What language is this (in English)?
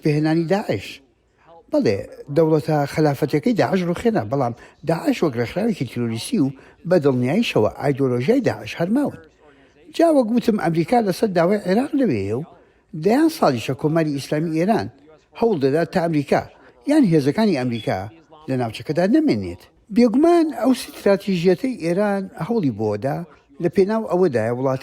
Central Kurdish